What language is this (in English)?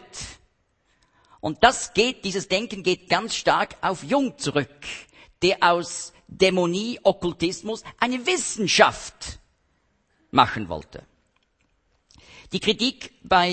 German